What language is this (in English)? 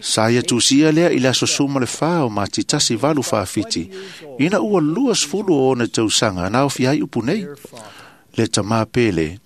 Samoan